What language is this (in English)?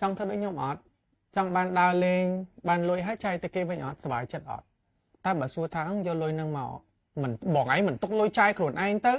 Khmer